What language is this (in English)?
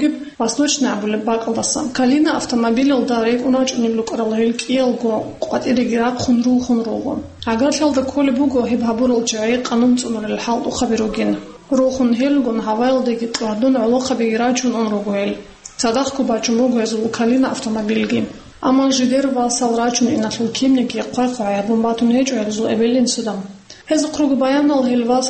Avaric